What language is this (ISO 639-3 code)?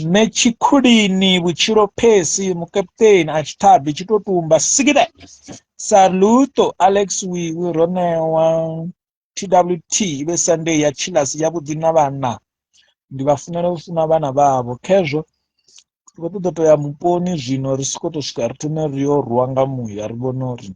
ven